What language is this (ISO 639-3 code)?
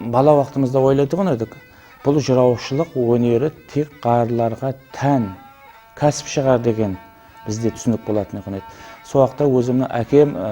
kaa